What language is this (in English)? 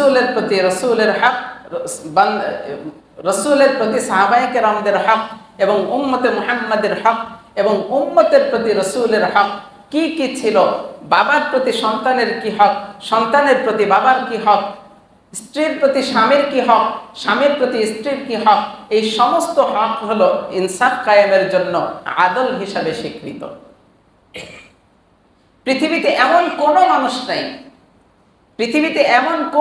Bangla